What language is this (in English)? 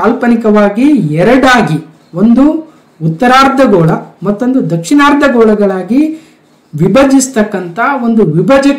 Kannada